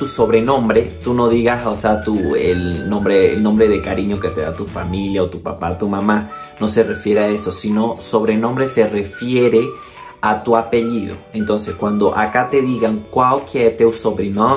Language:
Spanish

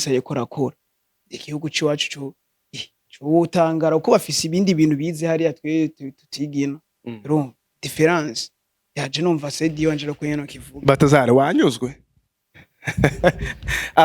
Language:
Rundi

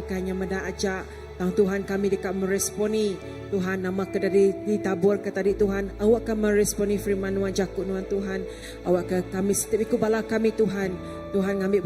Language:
Iban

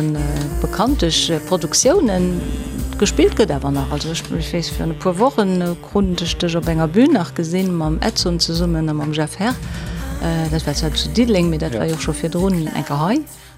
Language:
Luxembourgish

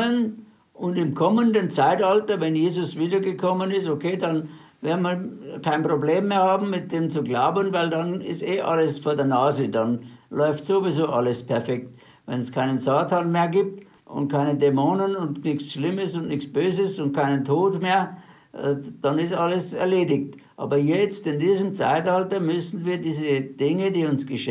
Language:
German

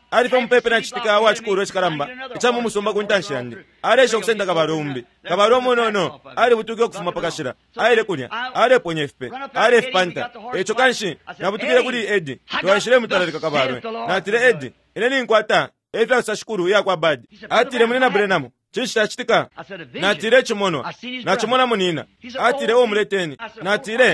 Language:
Bemba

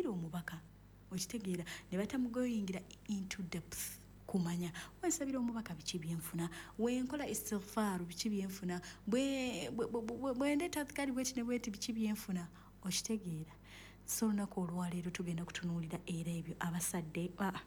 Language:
Ganda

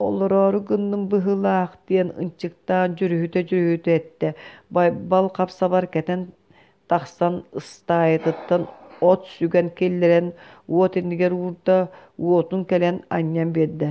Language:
Yakut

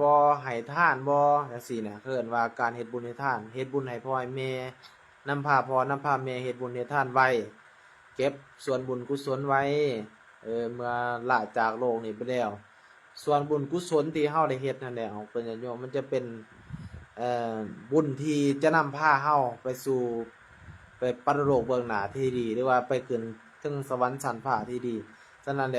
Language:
Northeastern Thai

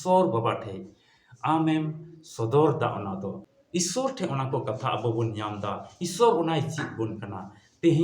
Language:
Santali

